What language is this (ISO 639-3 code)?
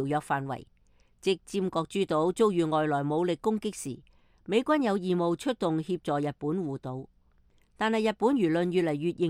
yue